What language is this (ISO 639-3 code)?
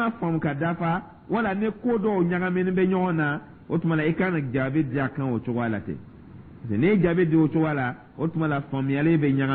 dyu